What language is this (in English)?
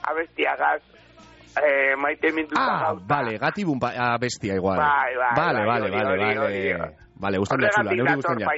Basque